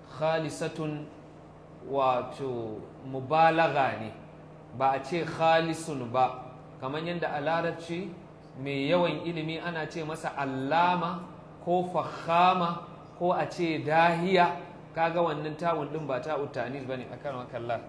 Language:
Hausa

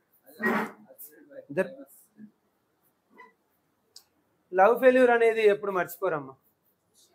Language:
Telugu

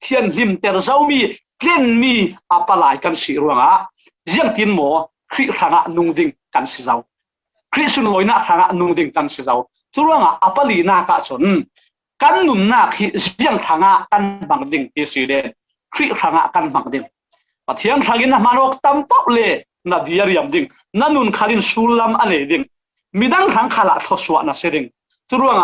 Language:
Falam Chin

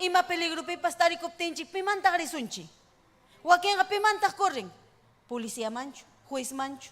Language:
Ayacucho Quechua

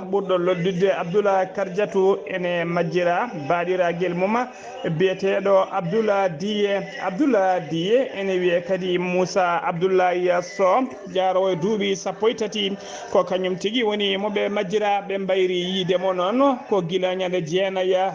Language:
Fula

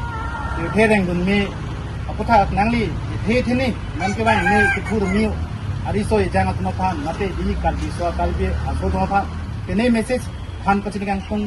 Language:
Karbi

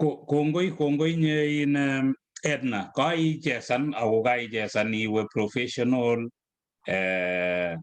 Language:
Kalenjin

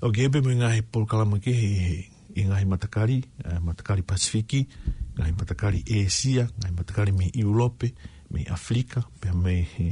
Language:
Tongan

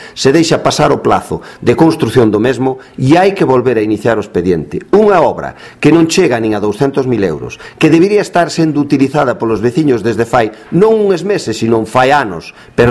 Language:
Galician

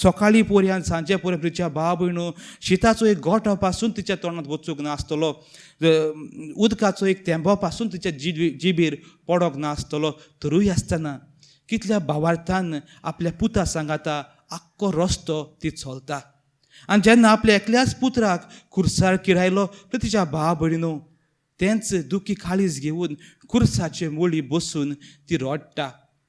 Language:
Konkani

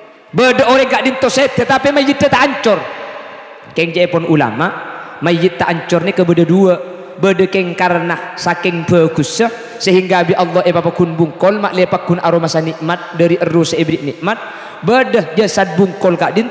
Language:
Madurese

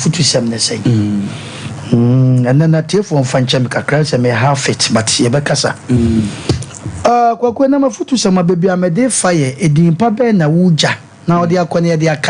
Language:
Akan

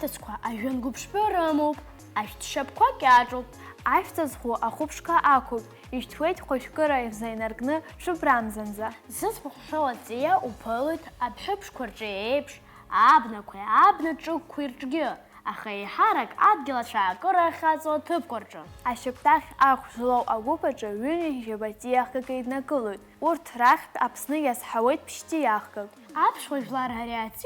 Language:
Abkhazian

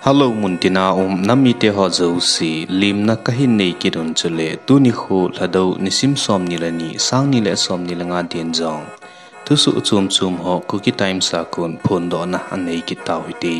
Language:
Thado Chin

